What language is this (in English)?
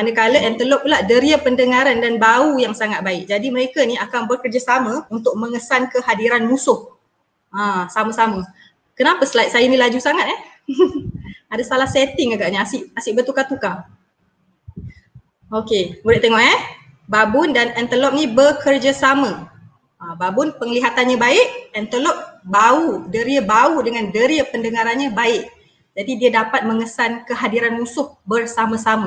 Malay